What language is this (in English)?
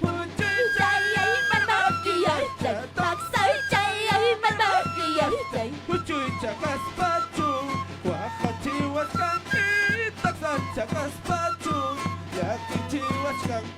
Ayacucho Quechua